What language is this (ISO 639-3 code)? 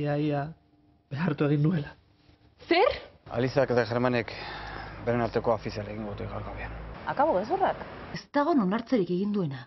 eus